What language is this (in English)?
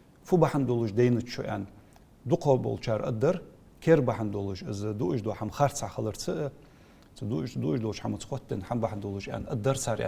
Ingush